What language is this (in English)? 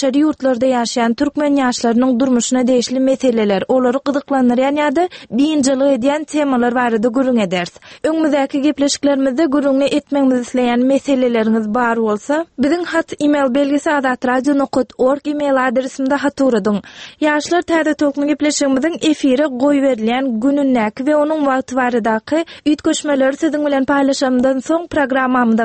Turkmen